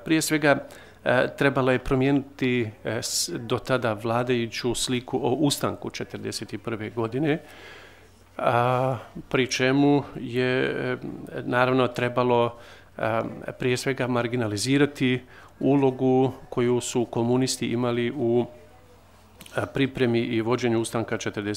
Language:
Bosnian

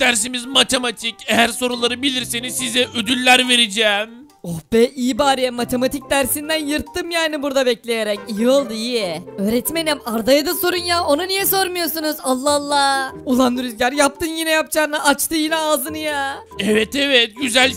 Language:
Turkish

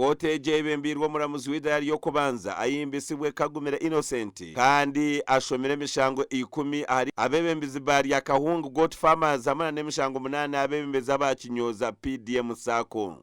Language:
Nyankole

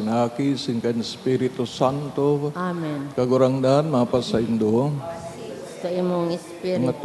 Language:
Bikol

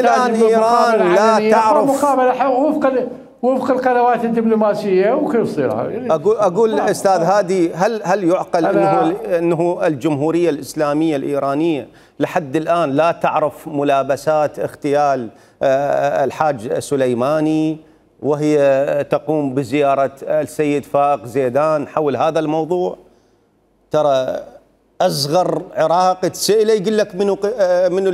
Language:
Mesopotamian Arabic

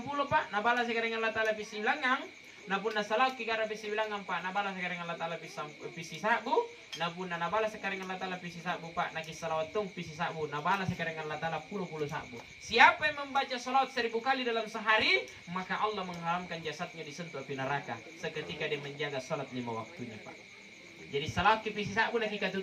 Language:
Makasar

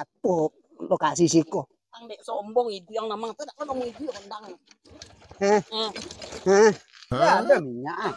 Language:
Minangkabau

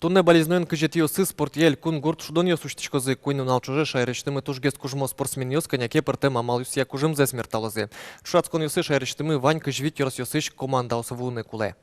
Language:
Udmurt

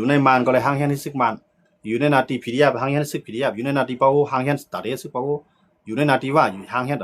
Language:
Shan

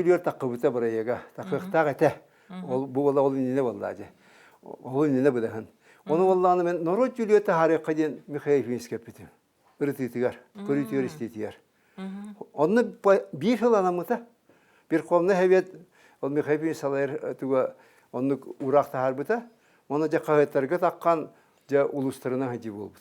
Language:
Yakut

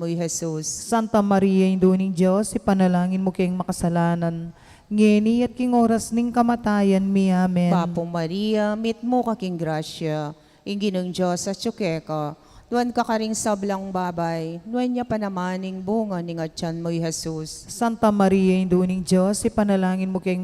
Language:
Pampanga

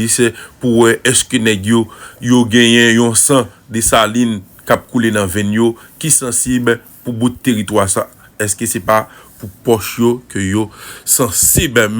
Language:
Haitian Creole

